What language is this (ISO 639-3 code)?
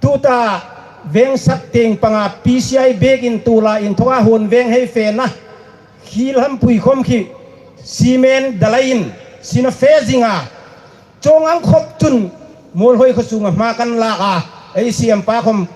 hmr